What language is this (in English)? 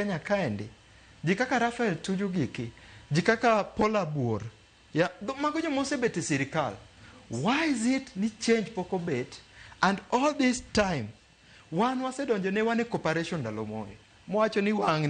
Luo (Kenya and Tanzania)